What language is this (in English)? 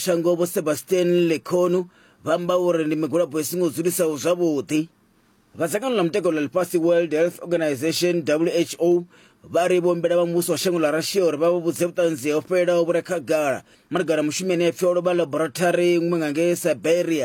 Venda